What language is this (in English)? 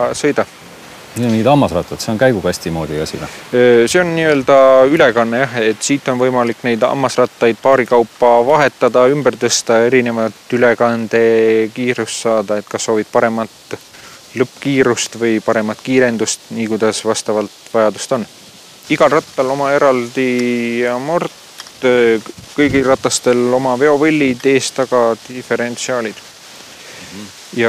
Estonian